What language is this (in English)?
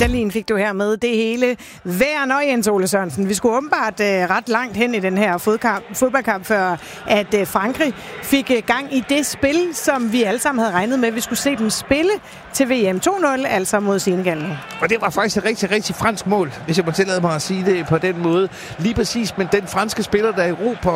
Danish